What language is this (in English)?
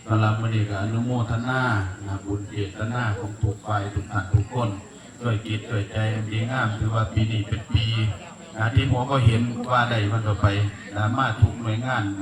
Northeastern Thai